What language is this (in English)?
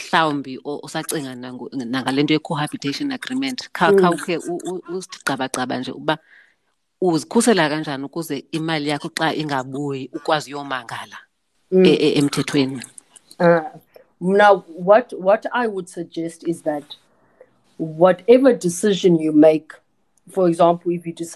Xhosa